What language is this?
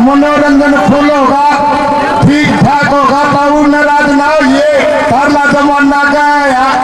Haryanvi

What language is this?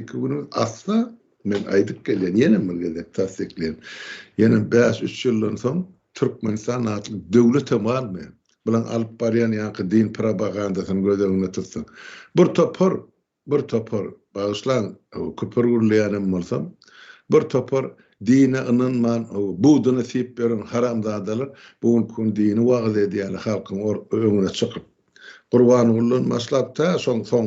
Turkmen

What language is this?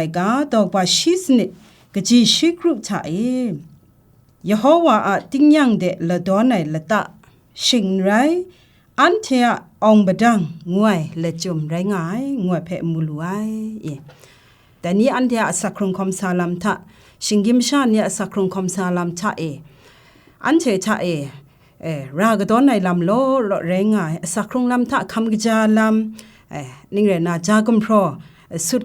Kachin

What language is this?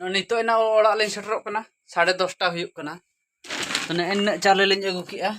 Santali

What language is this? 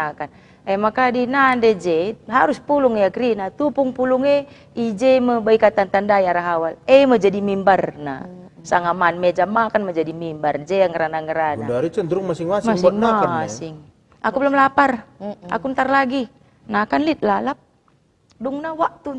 Batak Karo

